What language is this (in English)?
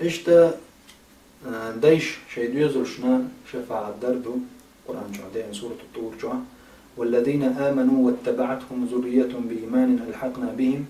Chechen